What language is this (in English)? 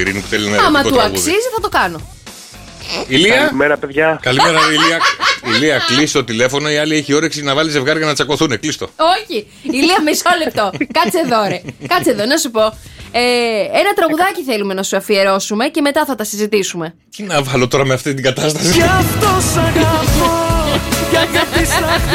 Greek